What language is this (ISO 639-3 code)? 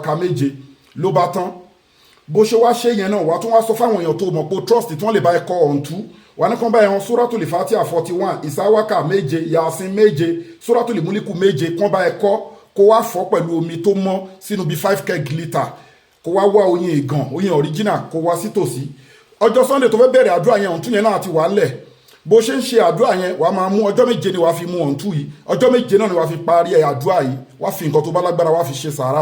yor